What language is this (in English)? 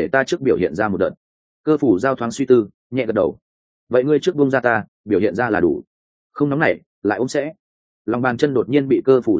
Vietnamese